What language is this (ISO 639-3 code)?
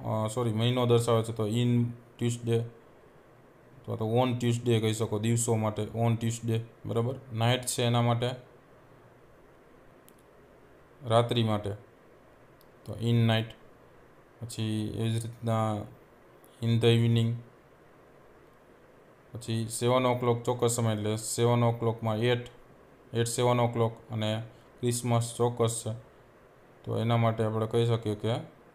guj